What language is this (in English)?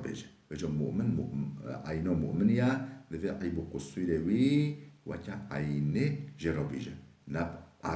Kurdish